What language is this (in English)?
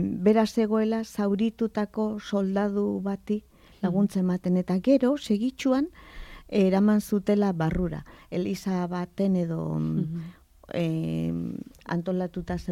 Basque